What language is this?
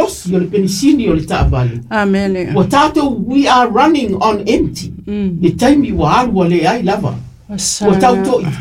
Samoan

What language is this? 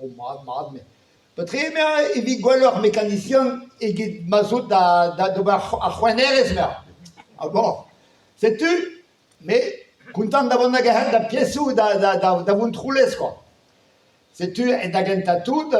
Breton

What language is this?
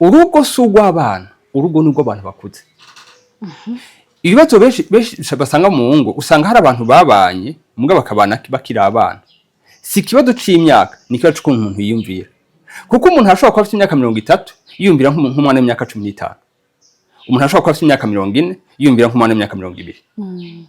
Rundi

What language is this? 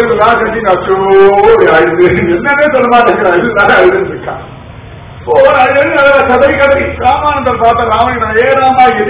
Tamil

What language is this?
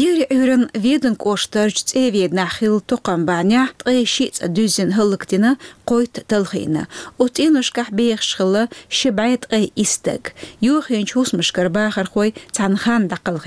Chechen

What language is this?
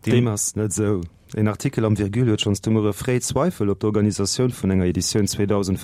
Luxembourgish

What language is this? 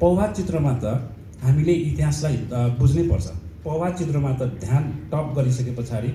Nepali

